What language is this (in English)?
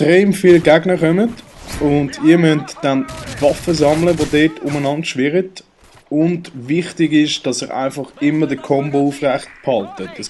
Swiss German